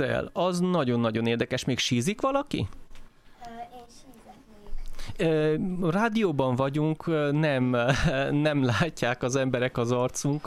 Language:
Hungarian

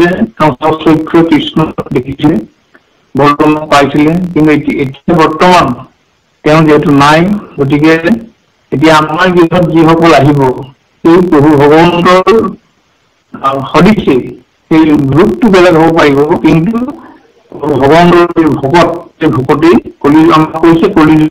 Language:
Assamese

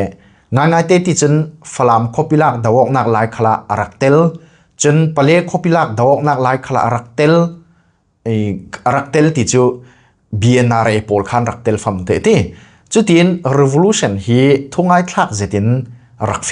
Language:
Falam Chin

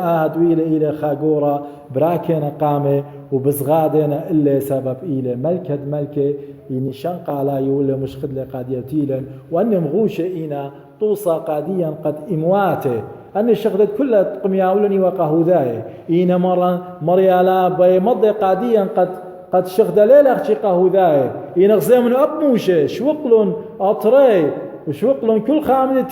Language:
Assyrian Neo-Aramaic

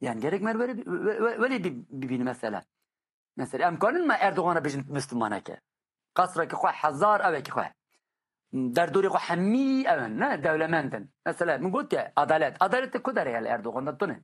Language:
Kurdish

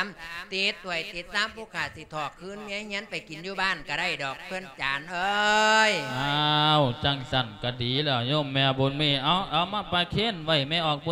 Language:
Lao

